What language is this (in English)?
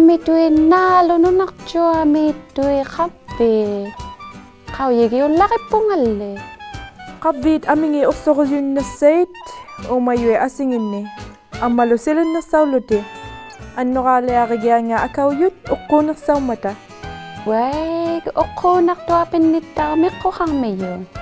Inuktitut